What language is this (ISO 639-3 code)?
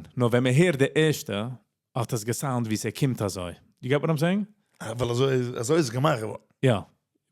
yid